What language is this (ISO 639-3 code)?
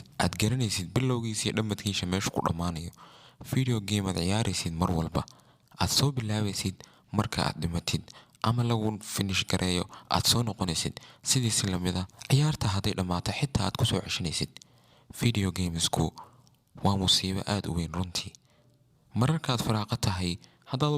som